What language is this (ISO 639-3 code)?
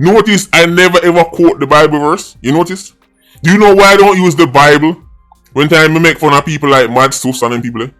jam